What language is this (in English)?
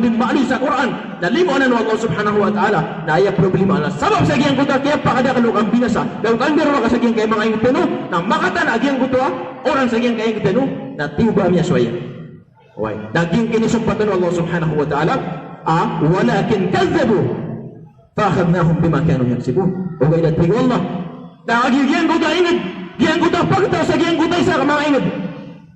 Maranao